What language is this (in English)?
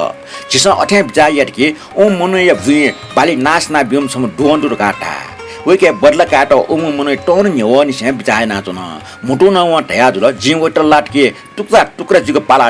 Newari